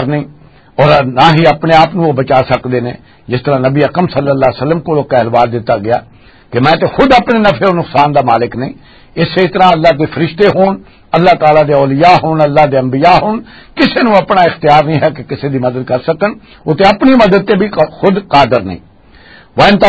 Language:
Western Panjabi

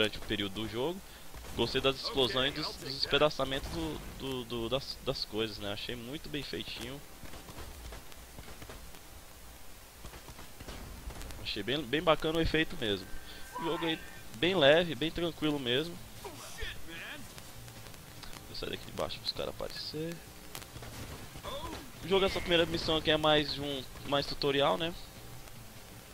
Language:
Portuguese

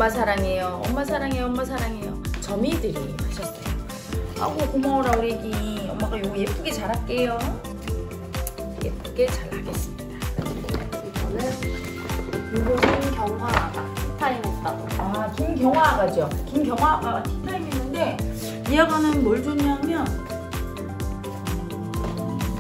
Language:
Korean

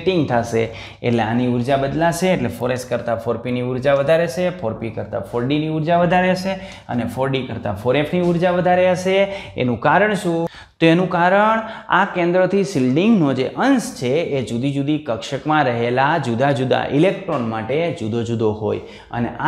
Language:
Gujarati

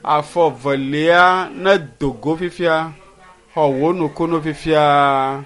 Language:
Ewe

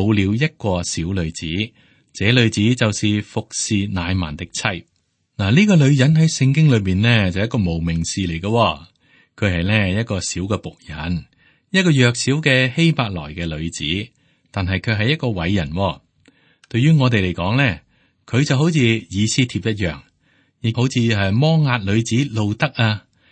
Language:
Cantonese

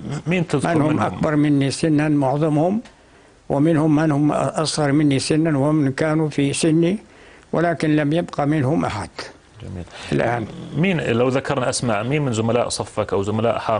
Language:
North Levantine Arabic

